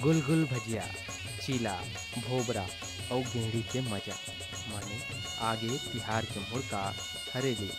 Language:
Chhattisgarhi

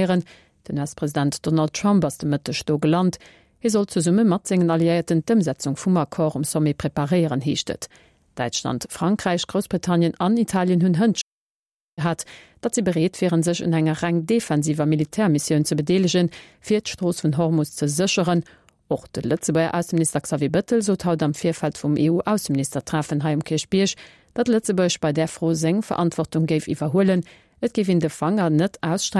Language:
Luxembourgish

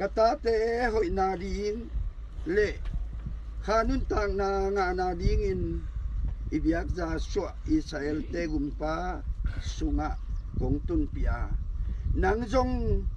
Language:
Tedim Chin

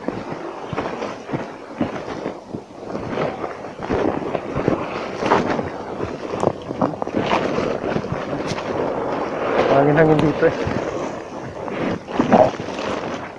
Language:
Filipino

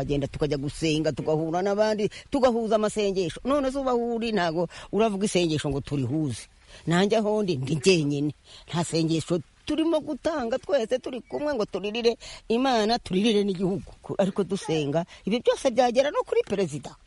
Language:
Kinyarwanda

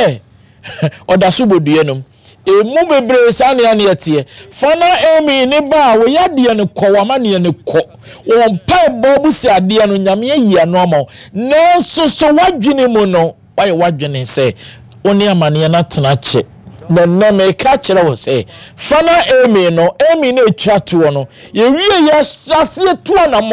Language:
Akan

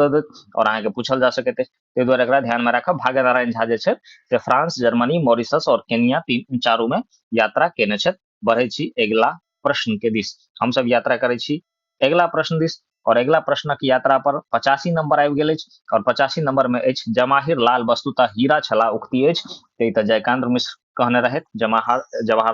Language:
Maithili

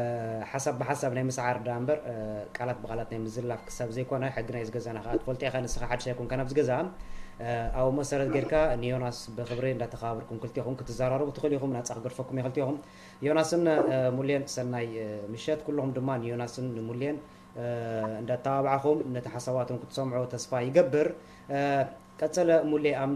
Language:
Tigrinya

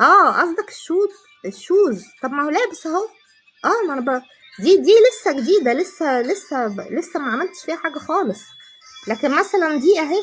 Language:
Egyptian Arabic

